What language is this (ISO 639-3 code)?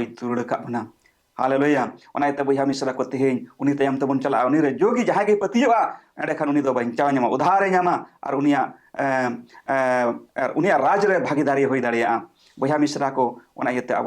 sat